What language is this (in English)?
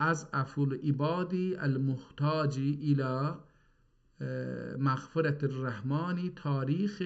South Azerbaijani